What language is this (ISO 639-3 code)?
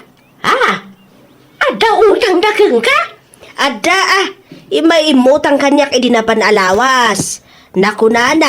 ilo